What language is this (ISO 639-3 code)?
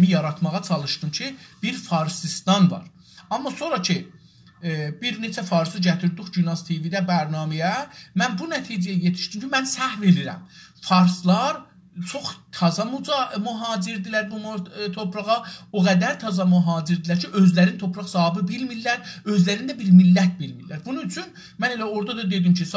azb